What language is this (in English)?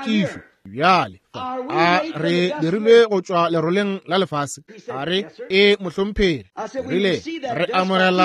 Northern Sotho